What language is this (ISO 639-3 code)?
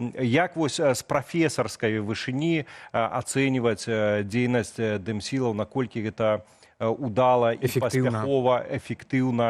bel